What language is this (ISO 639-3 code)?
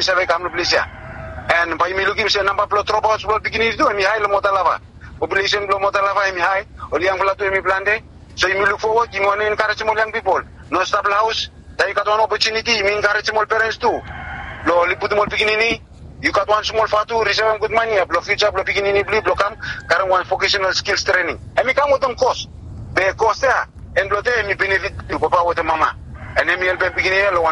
bis